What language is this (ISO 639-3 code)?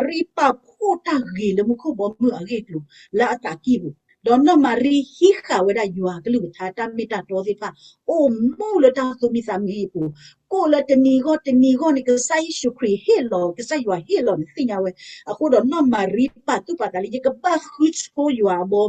ksw